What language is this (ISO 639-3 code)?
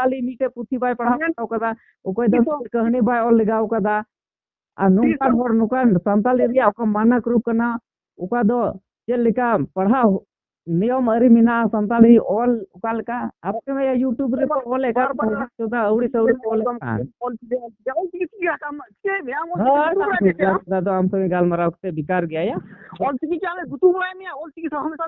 sat